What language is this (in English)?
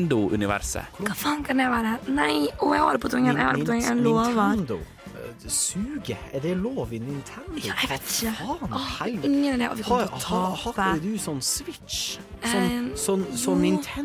Norwegian